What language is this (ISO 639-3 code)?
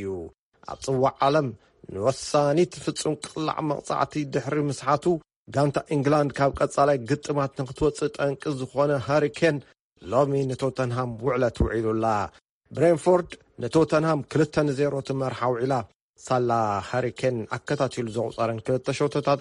tir